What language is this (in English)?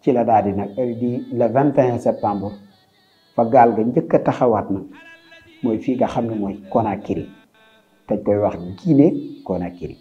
Wolof